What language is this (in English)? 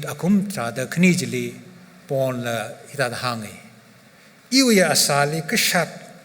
Tangkhul Naga (India)